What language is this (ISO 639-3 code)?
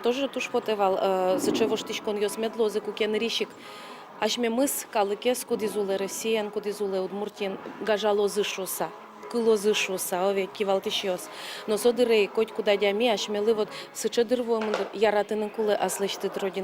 udm